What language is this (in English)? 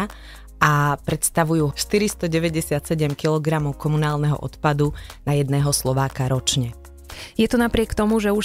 Slovak